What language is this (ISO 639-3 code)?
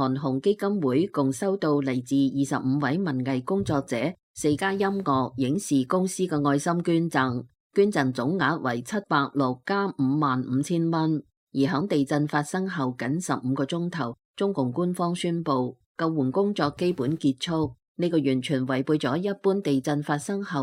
yue